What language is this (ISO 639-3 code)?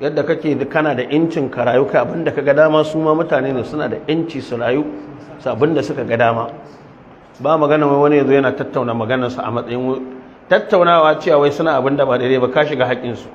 hau